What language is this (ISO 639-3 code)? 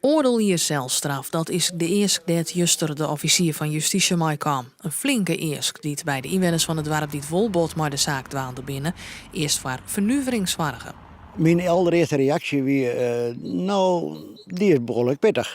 fry